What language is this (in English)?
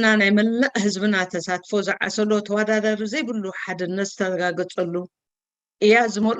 Tigrinya